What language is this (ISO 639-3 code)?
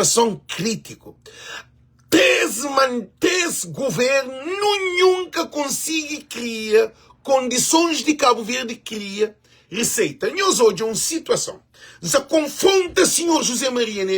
kea